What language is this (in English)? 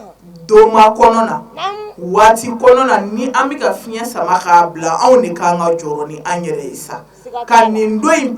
Bambara